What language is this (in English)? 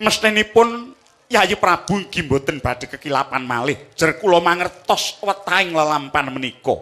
Javanese